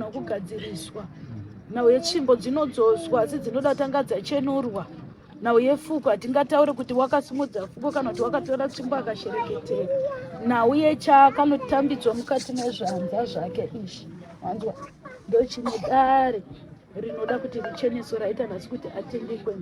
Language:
Shona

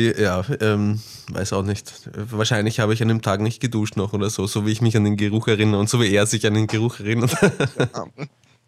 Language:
German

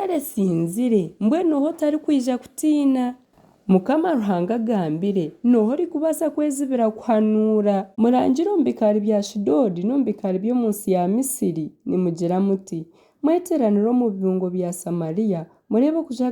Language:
Nyankole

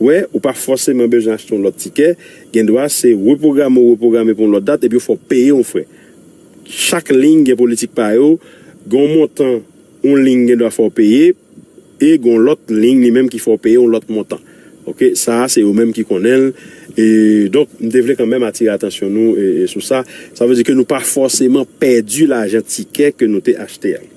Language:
Haitian Creole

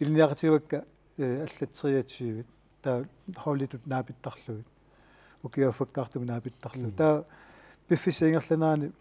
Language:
Kalaallisut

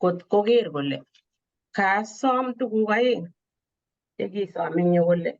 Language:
Kalenjin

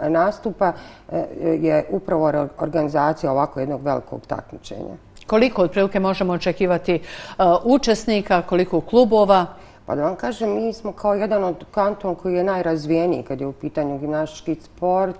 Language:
Bosnian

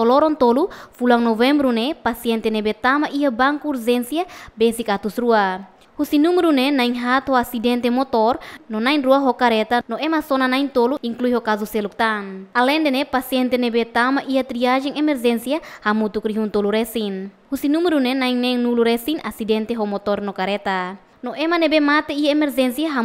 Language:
Tetum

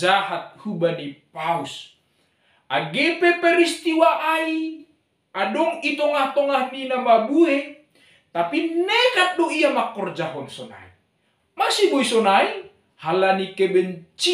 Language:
Batak Simalungun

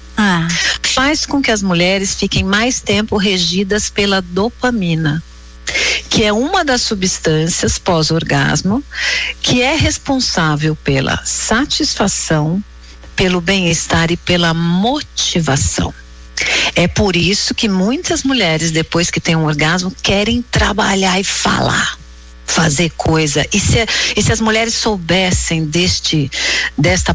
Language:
Portuguese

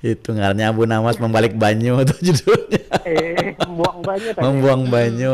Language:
Banjar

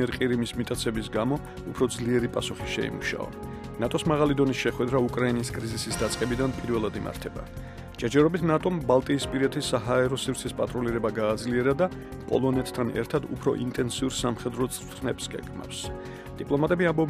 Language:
Georgian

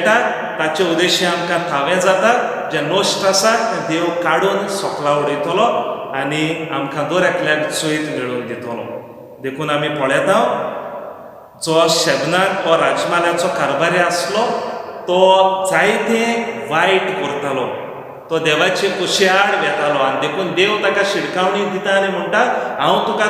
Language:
Konkani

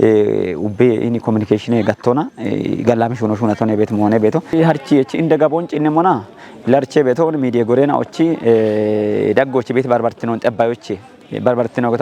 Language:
Kafa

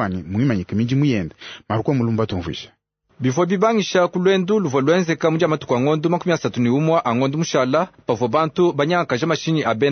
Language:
Luba-Lulua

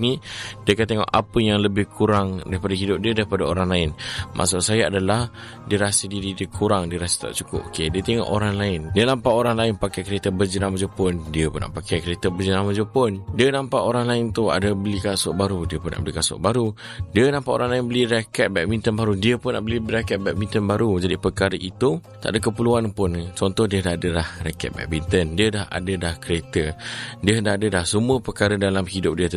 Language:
Malay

